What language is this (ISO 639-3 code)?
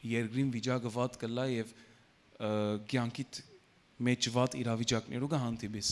hyw